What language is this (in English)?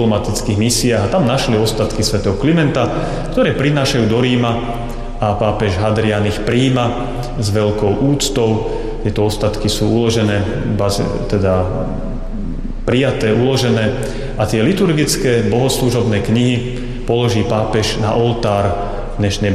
Slovak